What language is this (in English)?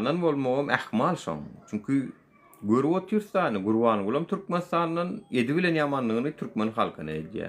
Turkmen